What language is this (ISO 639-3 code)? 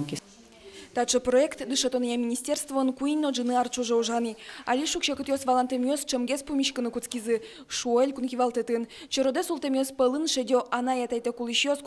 udm